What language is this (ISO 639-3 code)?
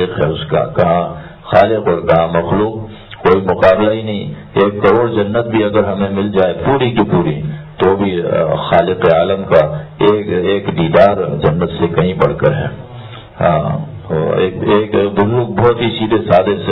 urd